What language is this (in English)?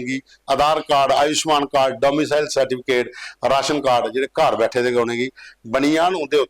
Dogri